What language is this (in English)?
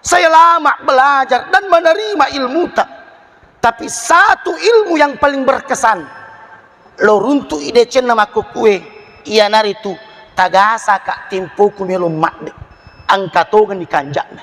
Buginese